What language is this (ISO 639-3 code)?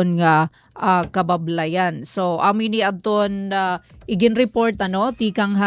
war